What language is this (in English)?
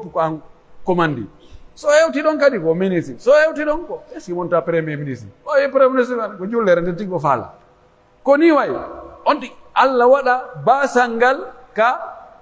Pular